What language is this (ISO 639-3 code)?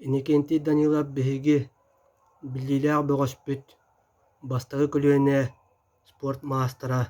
sah